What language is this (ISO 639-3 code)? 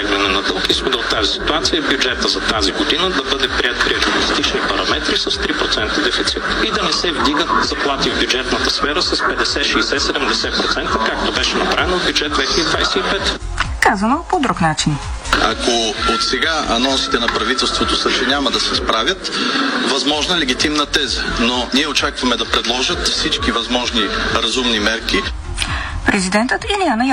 bul